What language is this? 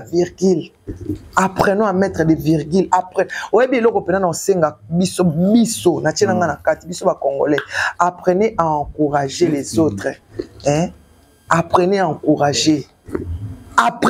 Lingala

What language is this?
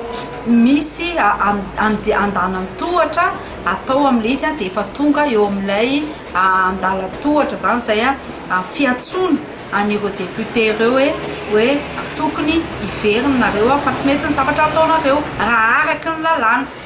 Malagasy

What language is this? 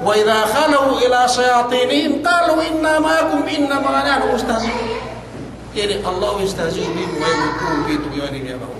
Yakan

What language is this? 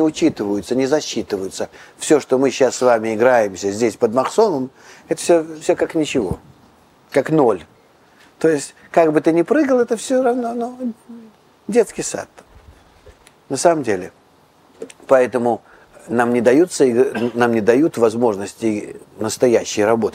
Russian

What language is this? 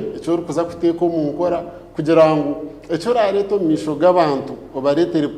Nyankole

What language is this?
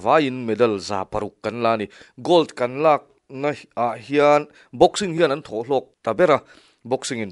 Mizo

